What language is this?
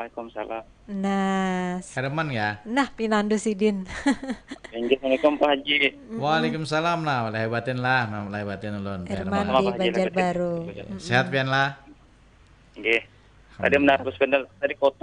Banjar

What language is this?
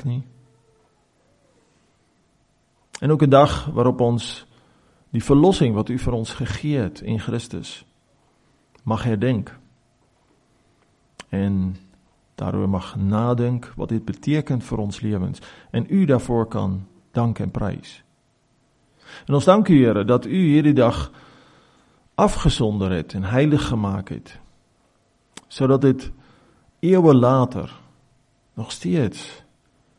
Afrikaans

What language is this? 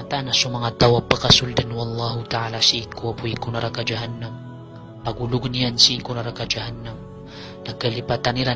Maranao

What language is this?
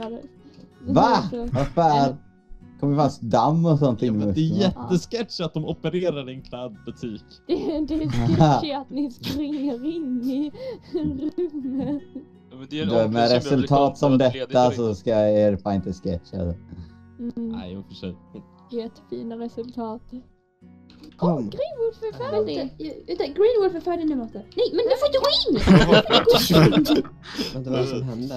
Swedish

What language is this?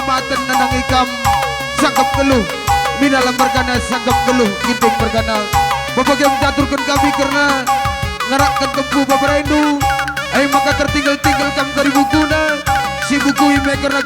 Batak Karo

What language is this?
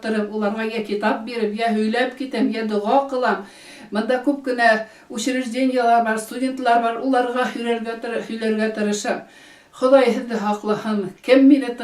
Bashkir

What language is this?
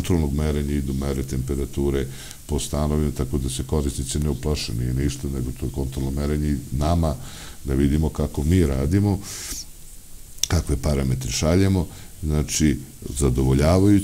Serbian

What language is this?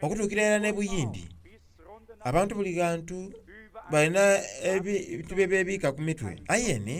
Soga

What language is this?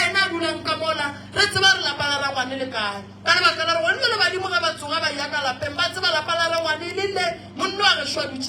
Northern Sotho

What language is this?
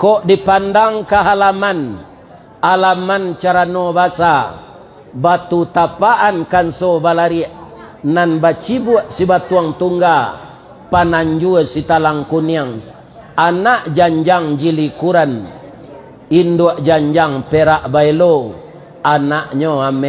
Minangkabau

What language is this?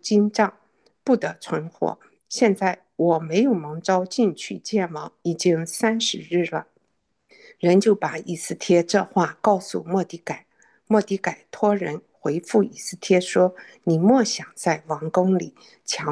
Chinese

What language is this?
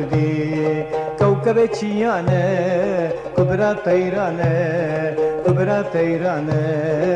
Kurdish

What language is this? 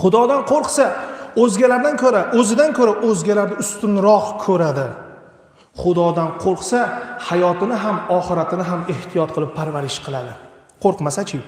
Uzbek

